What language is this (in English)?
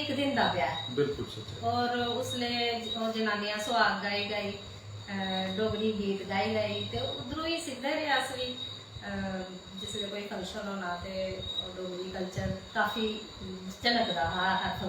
Dogri